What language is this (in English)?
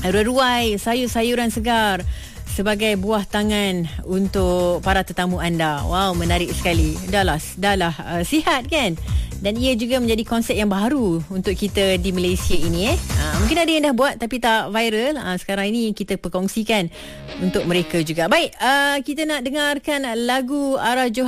Malay